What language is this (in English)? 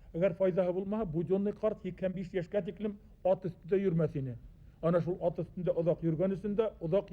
Bashkir